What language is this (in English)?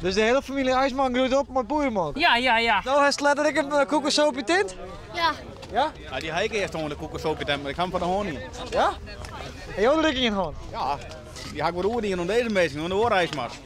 Western Frisian